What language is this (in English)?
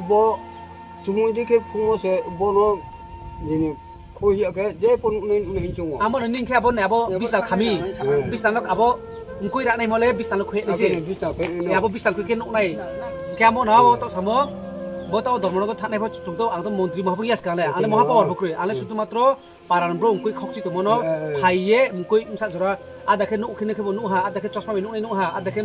Riang (India)